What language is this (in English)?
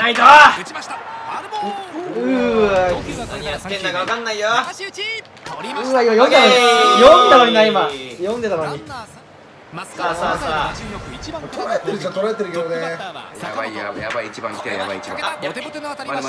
Japanese